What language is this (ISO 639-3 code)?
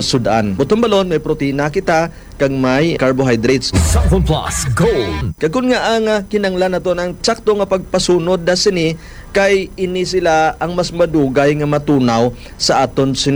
hil